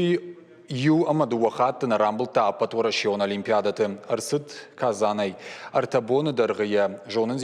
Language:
Ossetic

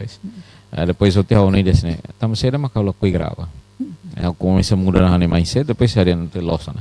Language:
Tetum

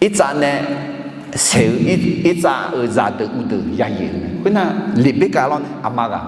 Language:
Akha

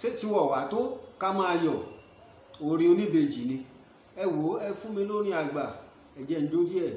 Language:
Yoruba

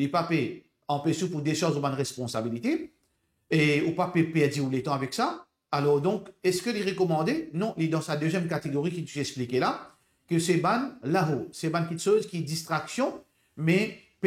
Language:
Morisyen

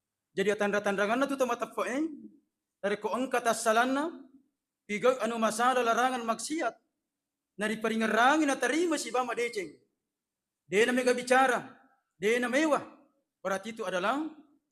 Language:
Buginese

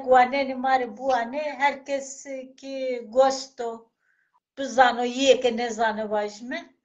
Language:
Zaza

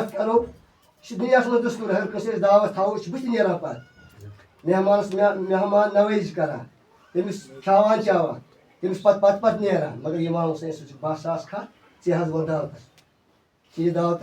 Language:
Kashmiri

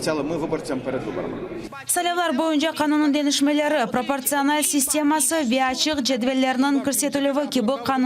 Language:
Crimean Tatar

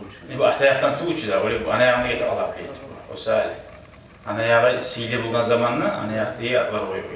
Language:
Kumyk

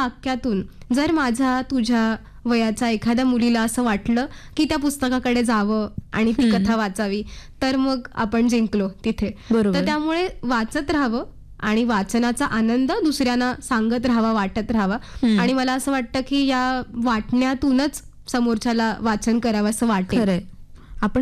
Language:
Marathi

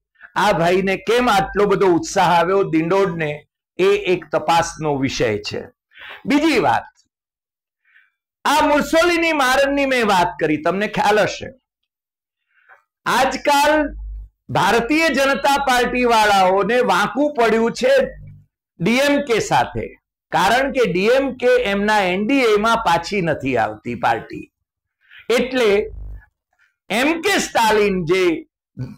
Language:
Gujarati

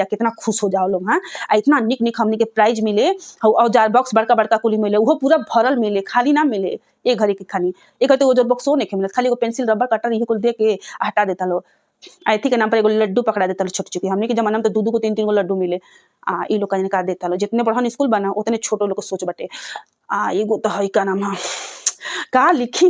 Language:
Bhojpuri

